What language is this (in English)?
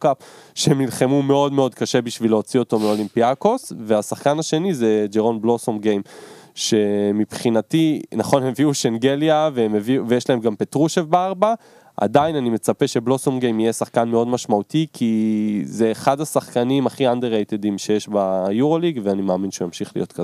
Hebrew